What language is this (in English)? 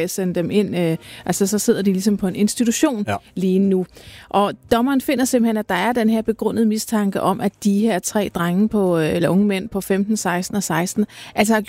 Danish